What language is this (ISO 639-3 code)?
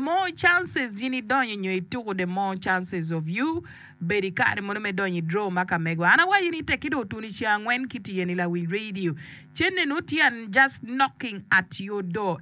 ach